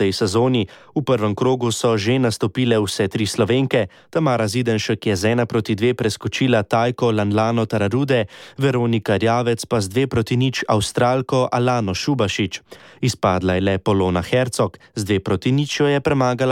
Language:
Slovenian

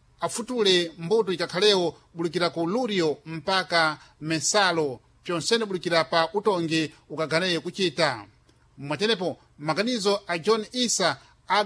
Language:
Sena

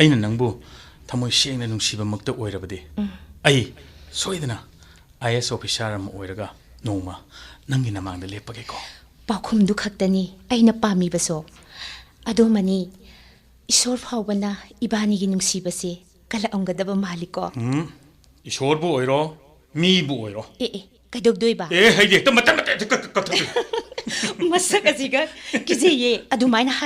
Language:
Manipuri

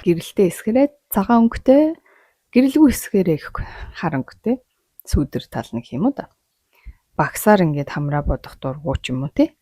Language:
Mongolian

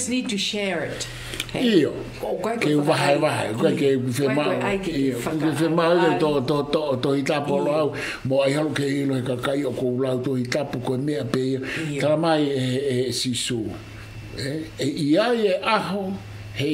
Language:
Tongan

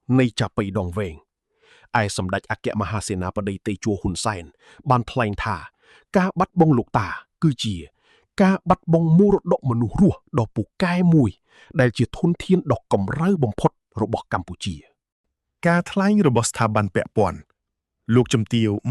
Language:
Khmer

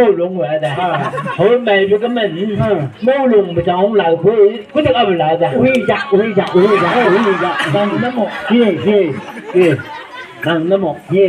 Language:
Chang Naga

